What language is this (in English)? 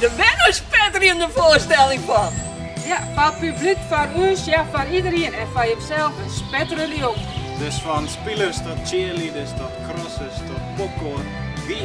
Western Frisian